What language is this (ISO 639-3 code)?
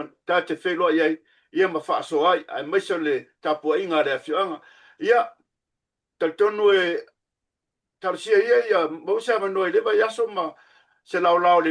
smo